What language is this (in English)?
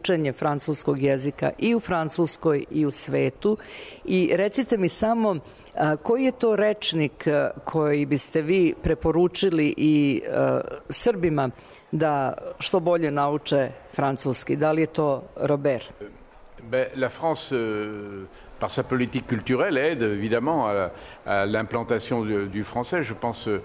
Serbian